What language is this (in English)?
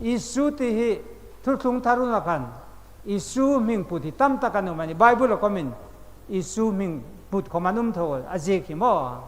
Hmar